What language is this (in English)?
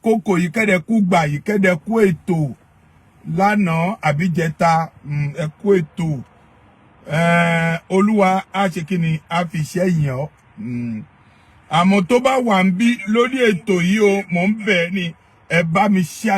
Yoruba